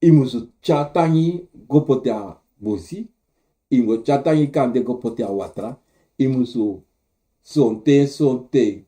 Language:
Sranan Tongo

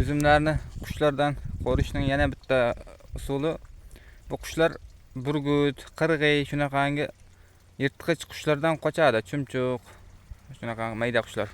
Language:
Uzbek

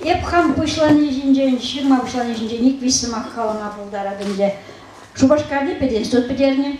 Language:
Chuvash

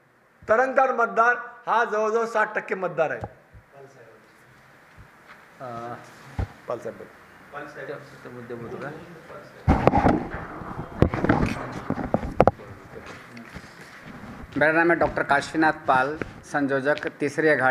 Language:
Marathi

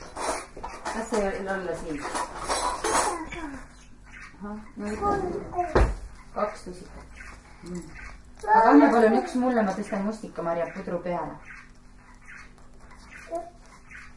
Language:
Estonian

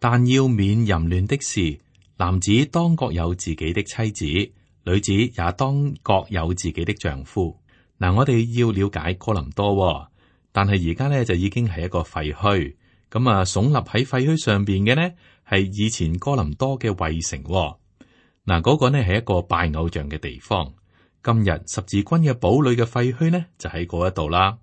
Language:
Cantonese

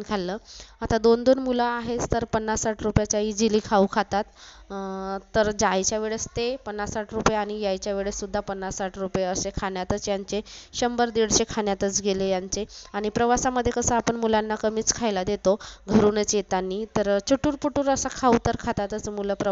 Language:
Marathi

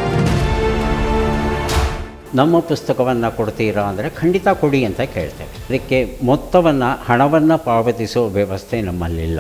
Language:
Kannada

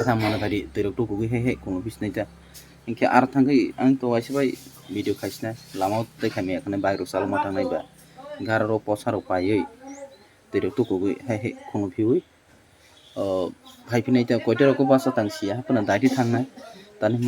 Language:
Kok Borok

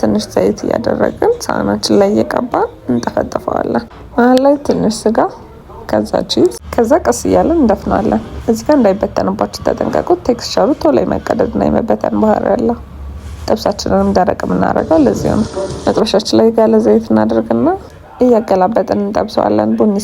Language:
Amharic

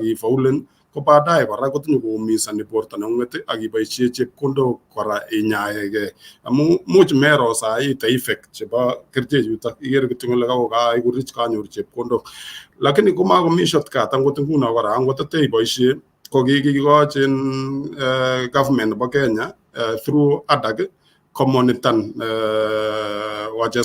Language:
Kalenjin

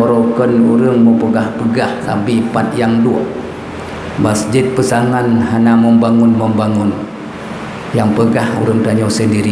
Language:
Achinese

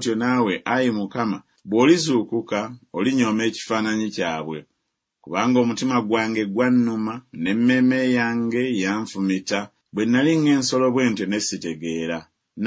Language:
Ganda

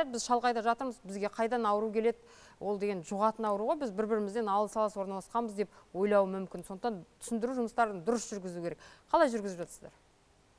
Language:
Kazakh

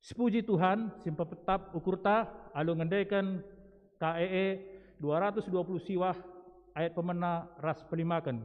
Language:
Batak Karo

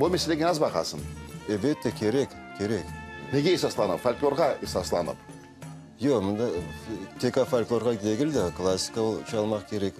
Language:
Crimean Tatar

